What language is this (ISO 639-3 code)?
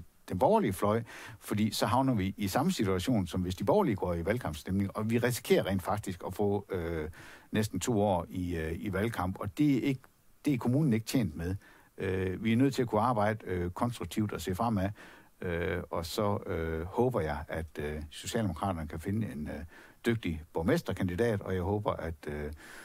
dan